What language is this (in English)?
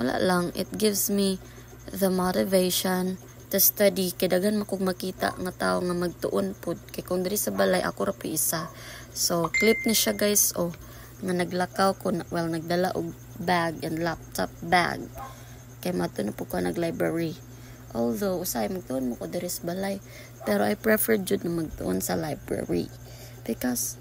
Cebuano